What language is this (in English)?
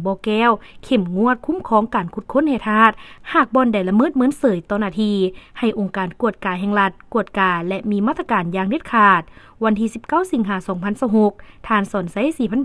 Lao